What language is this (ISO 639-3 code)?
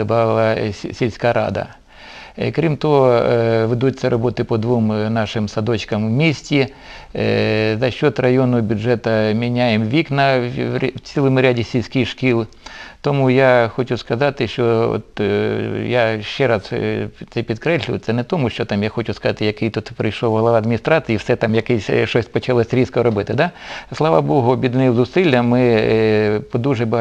ukr